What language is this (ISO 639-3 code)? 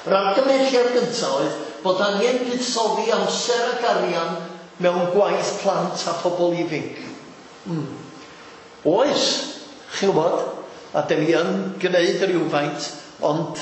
cym